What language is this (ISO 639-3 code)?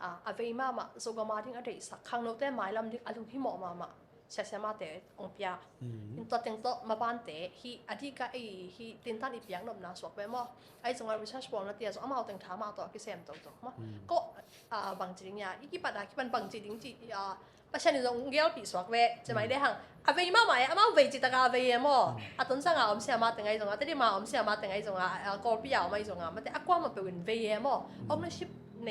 ctd